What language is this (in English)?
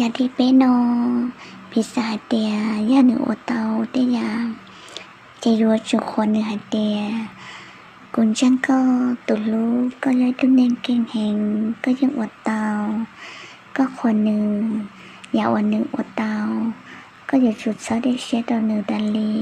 Hmong